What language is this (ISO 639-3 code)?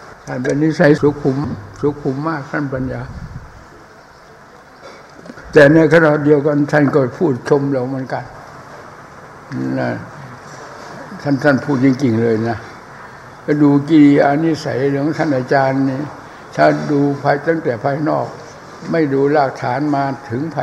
tha